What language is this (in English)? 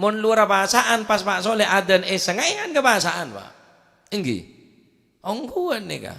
Madurese